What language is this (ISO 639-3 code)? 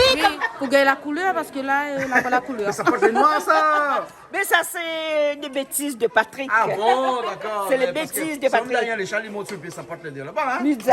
rcf